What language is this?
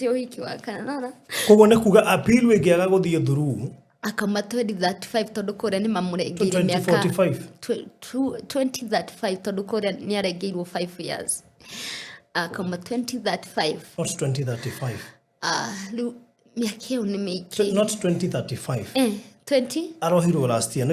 Kikuyu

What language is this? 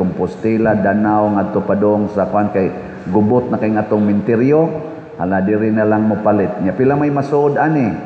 Cebuano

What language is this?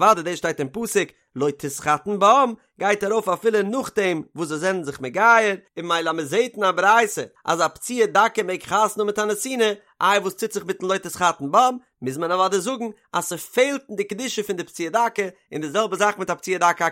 Yiddish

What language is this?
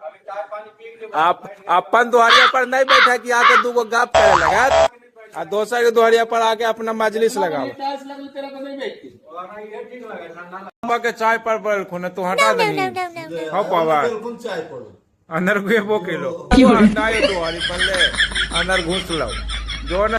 Magahi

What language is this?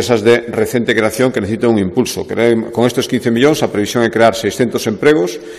Galician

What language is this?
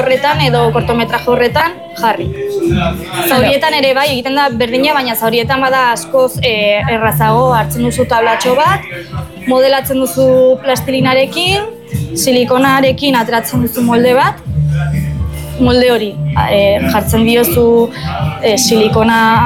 Basque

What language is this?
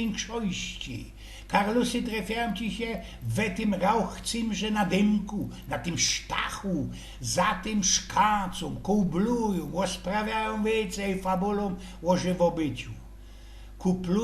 Silesian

